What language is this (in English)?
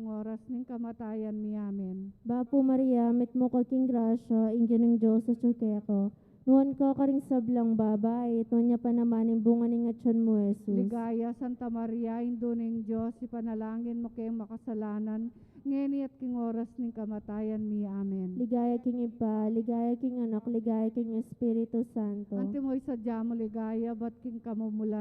Pampanga